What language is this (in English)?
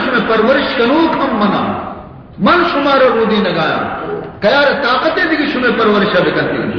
Baluchi